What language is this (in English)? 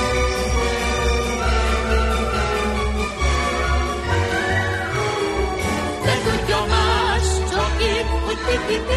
Hungarian